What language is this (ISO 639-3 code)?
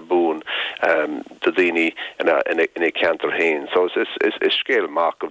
gle